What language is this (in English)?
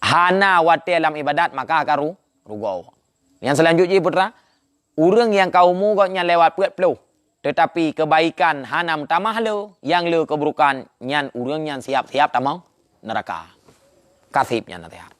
Achinese